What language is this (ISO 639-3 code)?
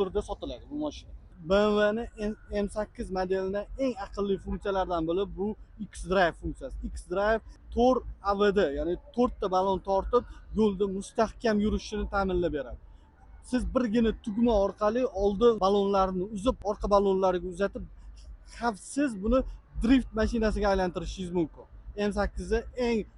uzb